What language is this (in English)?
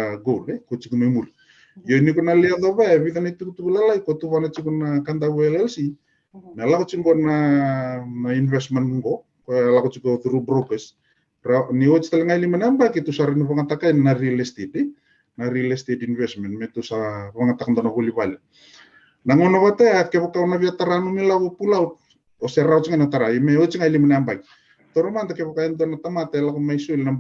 Fijian